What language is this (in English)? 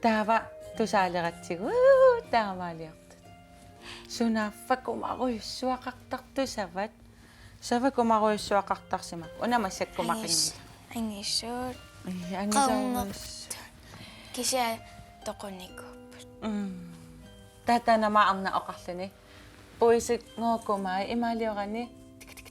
Kalaallisut